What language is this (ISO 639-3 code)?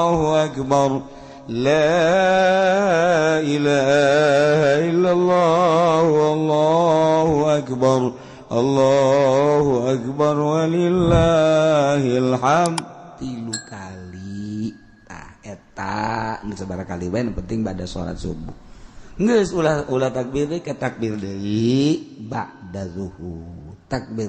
sun